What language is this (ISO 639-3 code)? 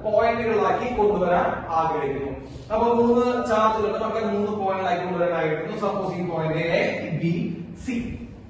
mal